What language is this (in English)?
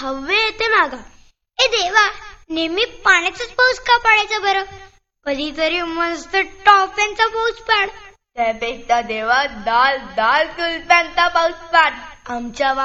Marathi